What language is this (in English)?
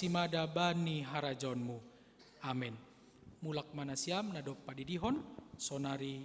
Batak Simalungun